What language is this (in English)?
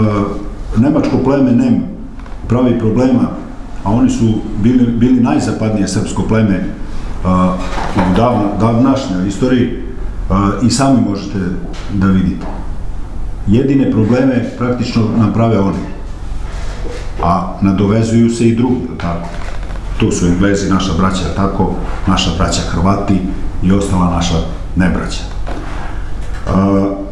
Serbian